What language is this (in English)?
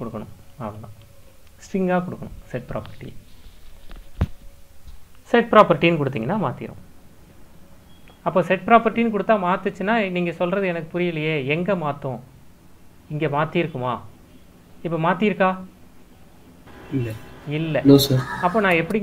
Tamil